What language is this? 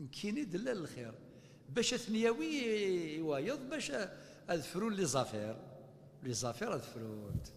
Kabyle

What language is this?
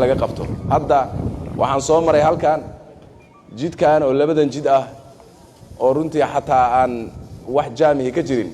Somali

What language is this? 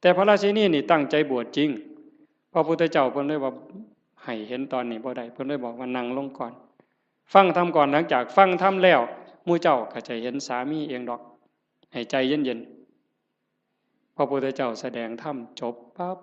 Northeastern Thai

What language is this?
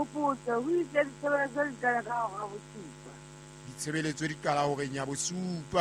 Southern Sotho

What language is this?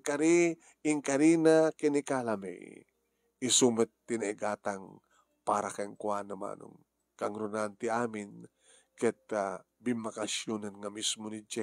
Iloko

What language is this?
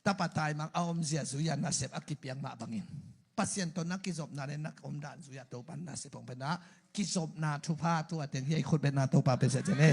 Tedim Chin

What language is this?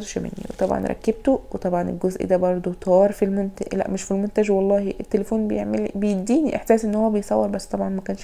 Egyptian Arabic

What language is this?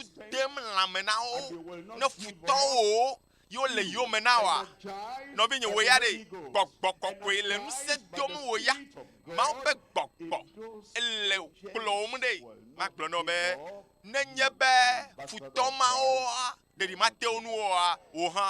Ewe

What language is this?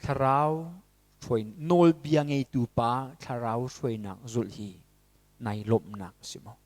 Hakha Chin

